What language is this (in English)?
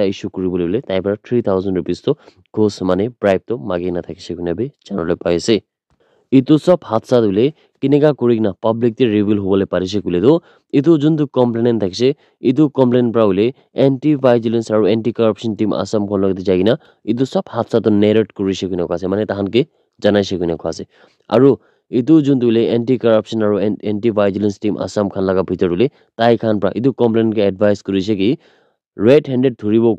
Naga Pidgin